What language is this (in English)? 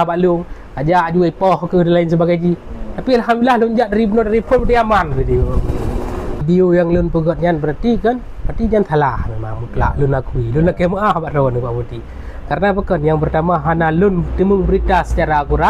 Achinese